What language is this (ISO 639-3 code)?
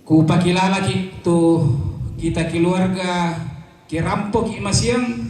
sda